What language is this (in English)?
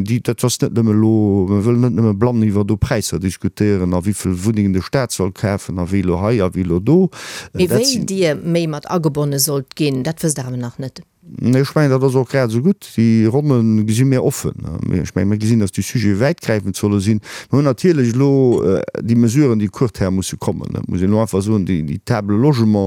Luxembourgish